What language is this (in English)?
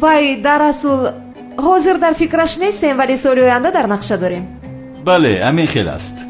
Tajik